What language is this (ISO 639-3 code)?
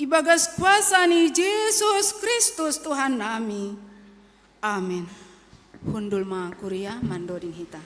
bts